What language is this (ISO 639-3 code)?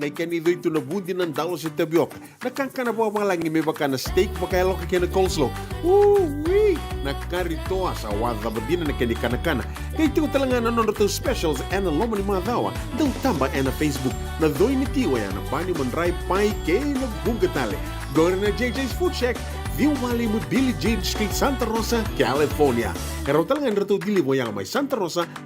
fij